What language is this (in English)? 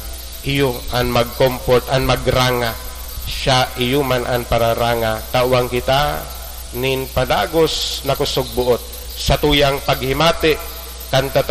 Bikol